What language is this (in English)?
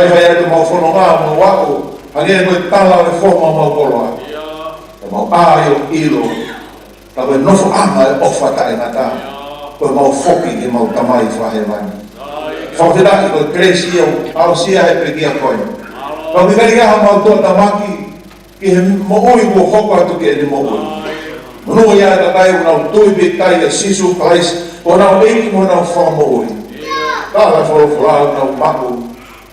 Tongan